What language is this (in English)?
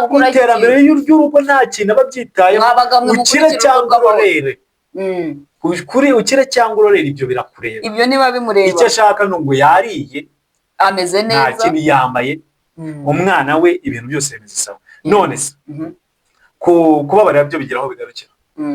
Kinyarwanda